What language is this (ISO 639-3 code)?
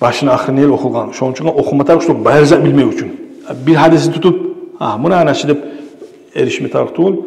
kum